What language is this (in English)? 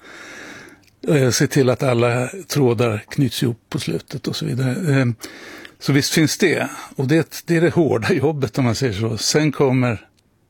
Swedish